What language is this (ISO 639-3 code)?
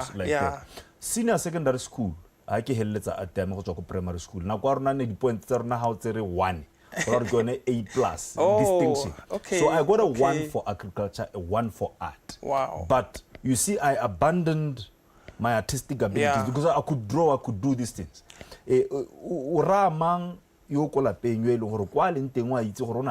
tsn